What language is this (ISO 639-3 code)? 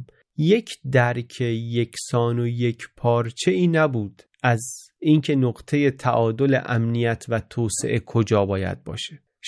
fas